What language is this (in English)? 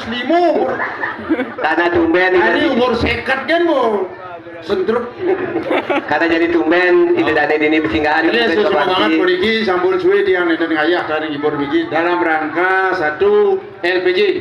Balinese